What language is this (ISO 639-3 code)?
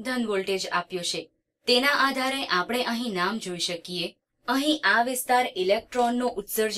guj